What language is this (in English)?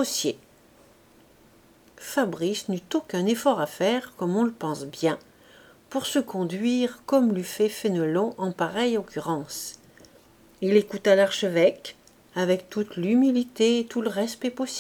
French